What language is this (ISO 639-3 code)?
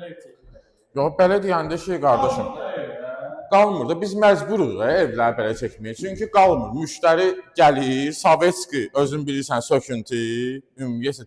aze